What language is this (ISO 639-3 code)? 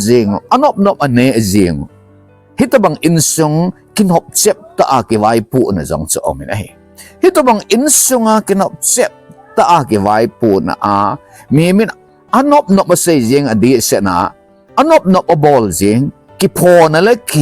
tcz